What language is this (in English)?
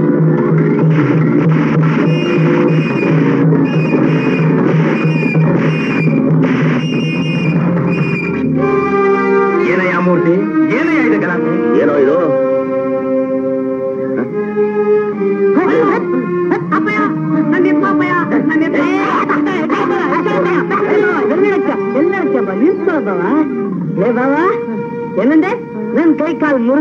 Kannada